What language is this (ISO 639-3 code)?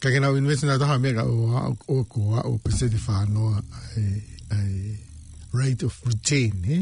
ton